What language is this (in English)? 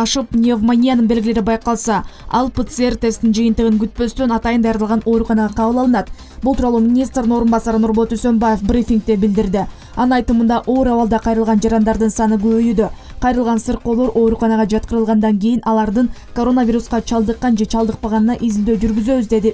Kyrgyz